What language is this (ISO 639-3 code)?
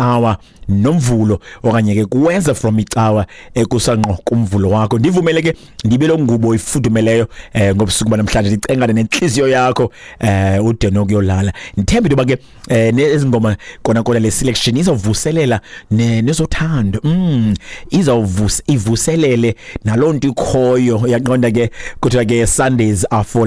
xho